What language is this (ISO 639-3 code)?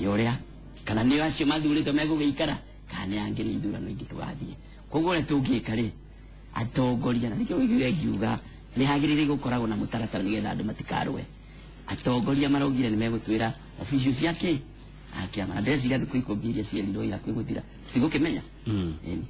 kik